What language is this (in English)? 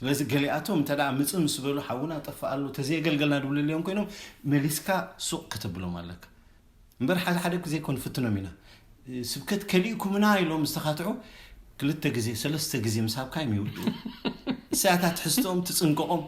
Tigrinya